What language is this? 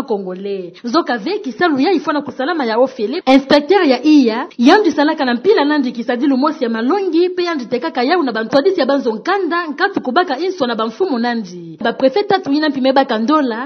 Kituba (Democratic Republic of Congo)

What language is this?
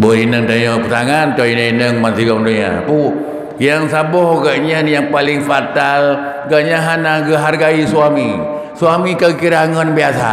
Achinese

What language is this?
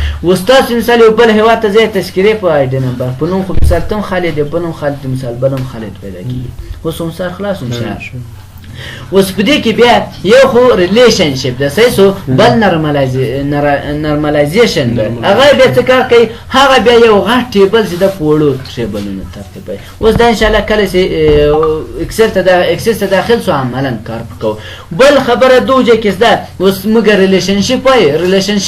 Pashto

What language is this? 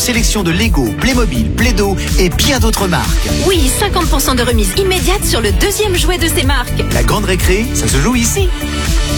French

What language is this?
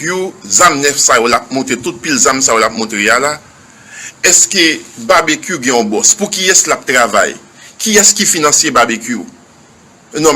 Haitian Creole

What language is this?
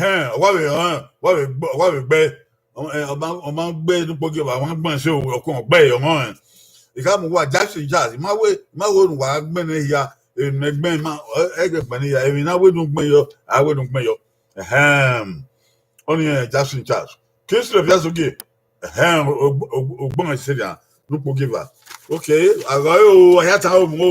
Bini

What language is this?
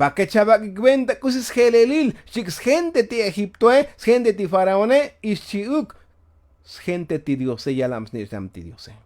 Tzotzil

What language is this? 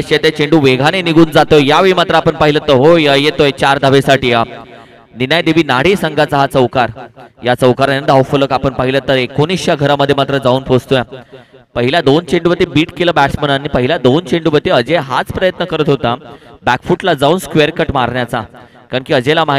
Marathi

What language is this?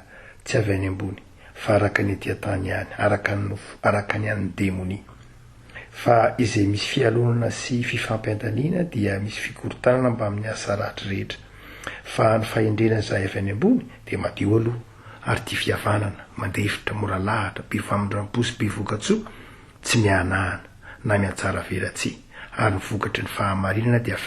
Malagasy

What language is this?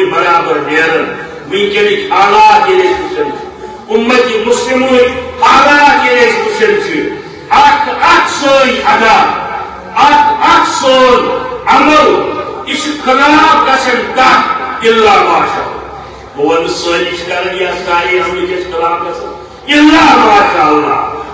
Kashmiri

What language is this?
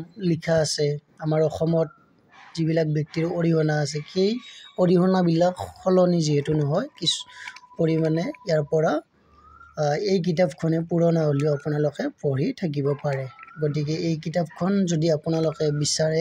Assamese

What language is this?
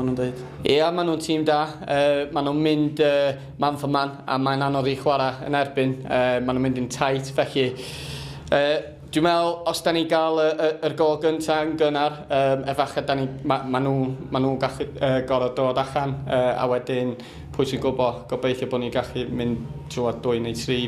Welsh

